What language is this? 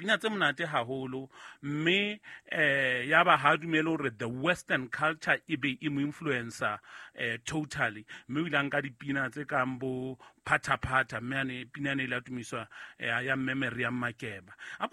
Southern Sotho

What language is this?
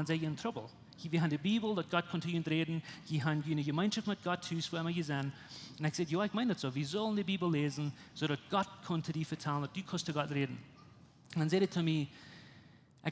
Plautdietsch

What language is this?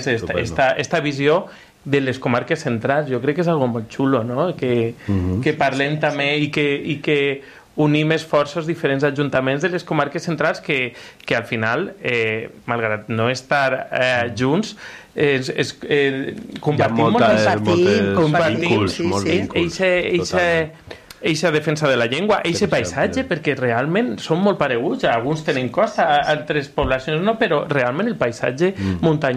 Catalan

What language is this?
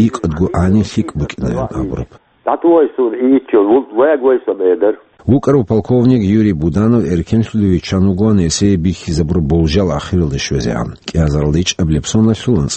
Avaric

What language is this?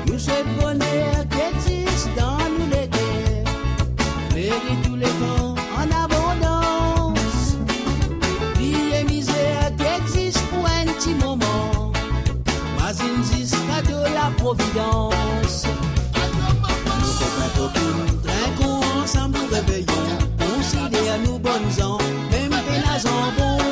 Morisyen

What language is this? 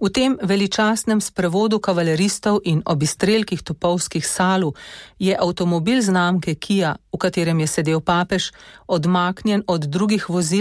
Slovenian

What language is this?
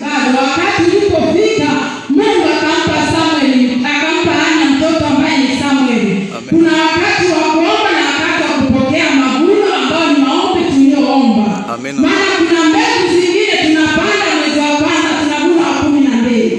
Swahili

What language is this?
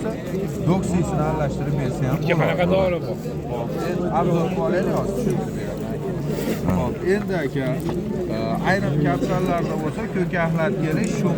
Uzbek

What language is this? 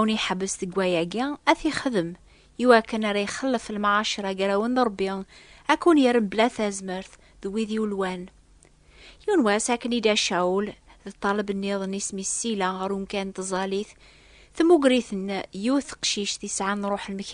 Kabyle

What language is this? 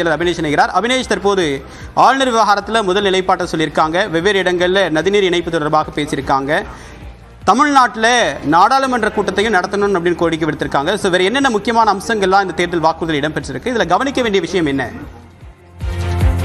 Tamil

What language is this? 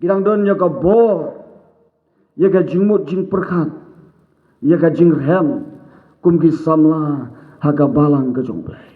Khasi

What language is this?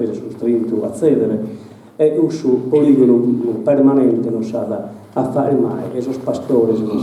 Sardinian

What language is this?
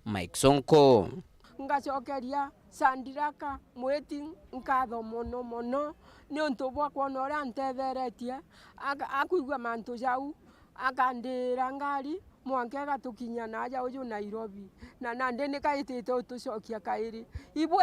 Meru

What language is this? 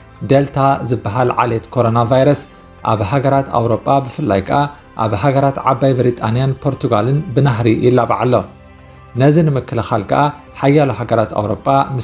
Tigrinya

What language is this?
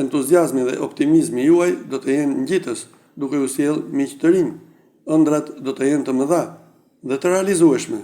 Albanian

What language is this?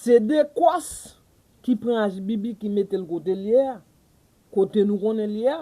Haitian Creole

